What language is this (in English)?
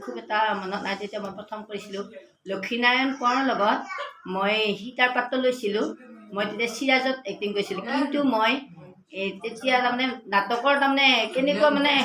Assamese